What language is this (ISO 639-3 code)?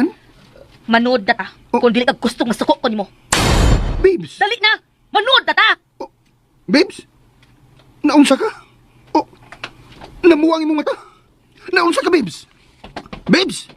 ceb